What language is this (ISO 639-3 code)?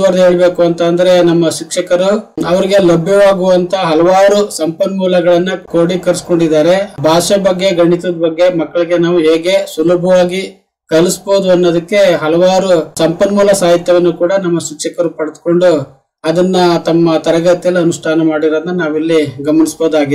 kan